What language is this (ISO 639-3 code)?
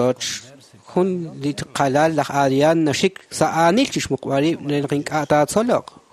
kek